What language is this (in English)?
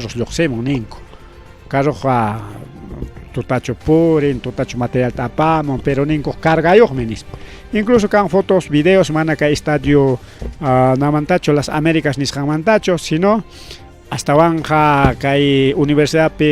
Ayacucho Quechua